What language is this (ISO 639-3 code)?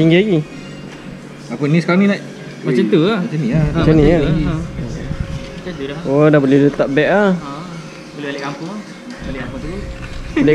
msa